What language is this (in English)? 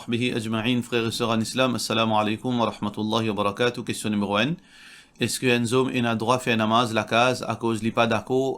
Morisyen